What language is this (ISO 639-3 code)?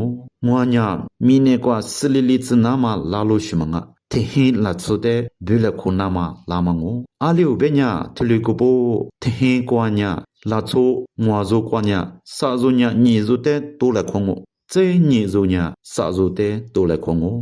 lis